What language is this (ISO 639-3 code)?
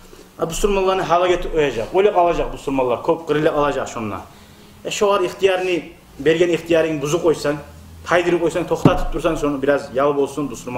kum